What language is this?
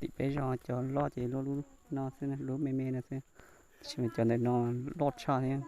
Hmong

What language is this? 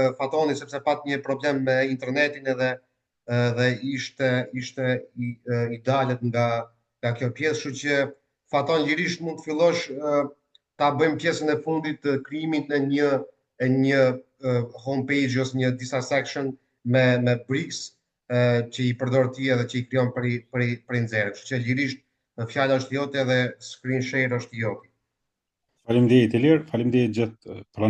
Albanian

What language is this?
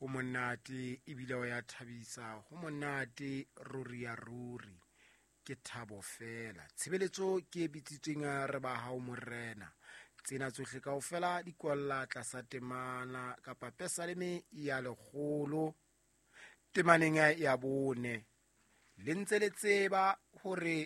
Southern Sotho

